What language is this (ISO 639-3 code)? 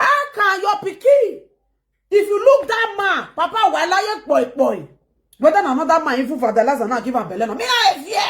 pcm